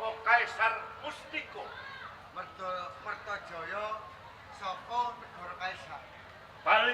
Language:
Javanese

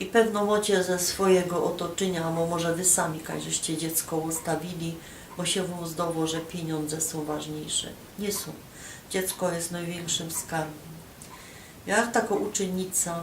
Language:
Silesian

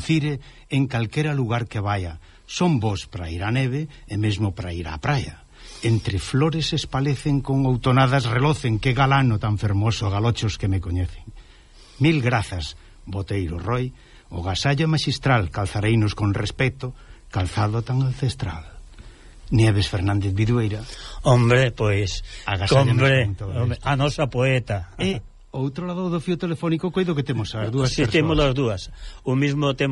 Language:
Galician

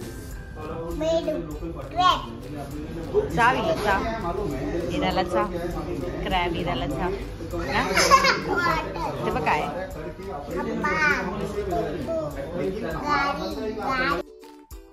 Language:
Marathi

